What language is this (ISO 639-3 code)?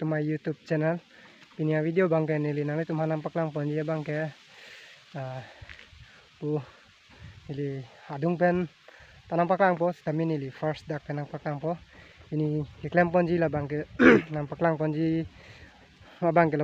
mjw